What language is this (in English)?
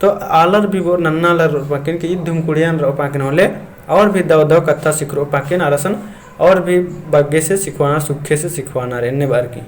Kurukh